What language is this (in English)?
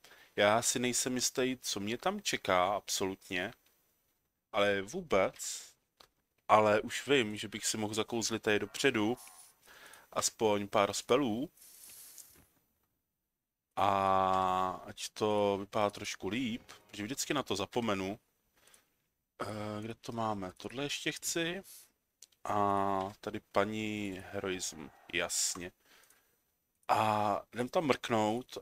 Czech